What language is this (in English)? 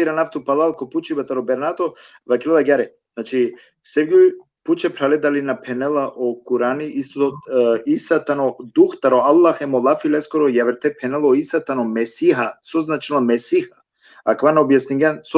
Balkan Romani